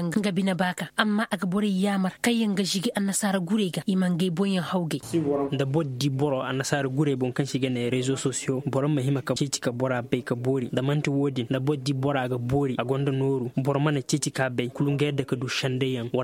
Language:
Koyraboro Senni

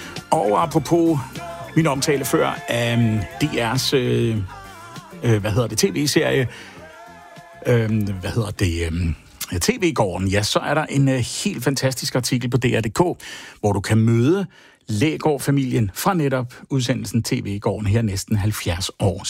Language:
Danish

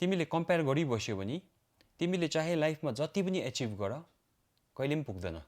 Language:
Nepali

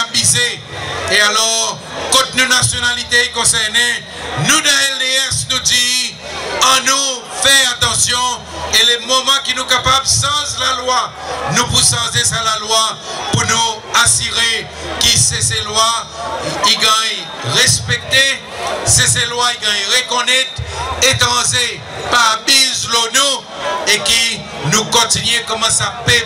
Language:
Seselwa Creole French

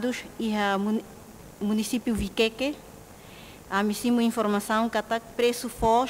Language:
Tetum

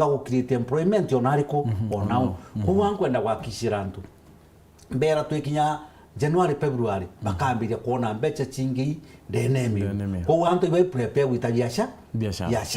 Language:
Meru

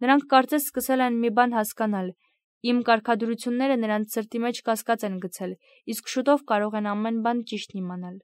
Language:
Armenian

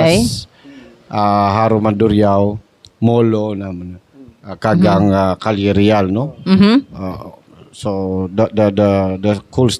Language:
Hiligaynon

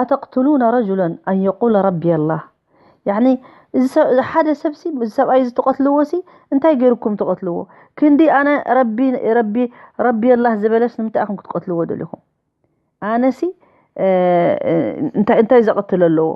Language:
Tigrinya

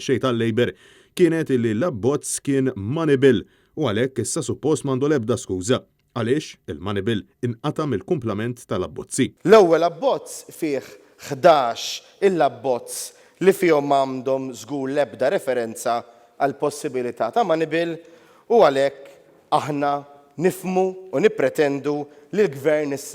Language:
Maltese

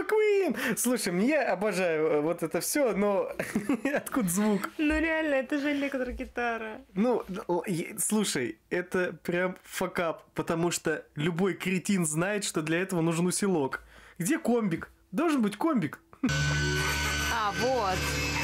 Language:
Russian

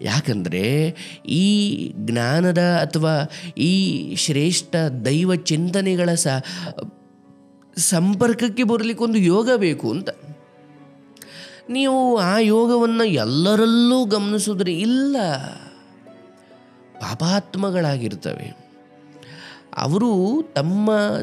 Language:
Kannada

